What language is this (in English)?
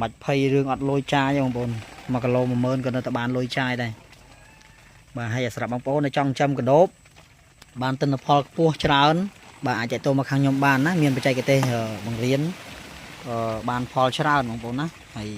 Khmer